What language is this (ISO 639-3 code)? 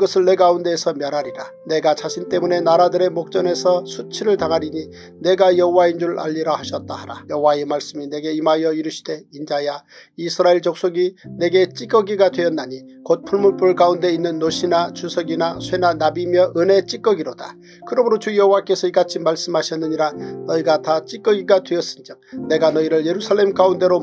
kor